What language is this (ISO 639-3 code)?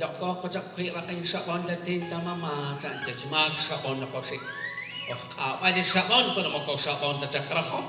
kek